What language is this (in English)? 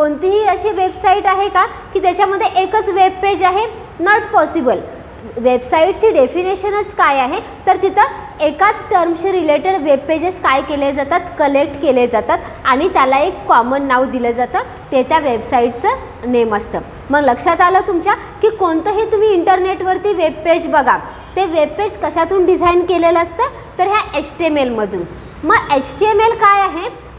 Marathi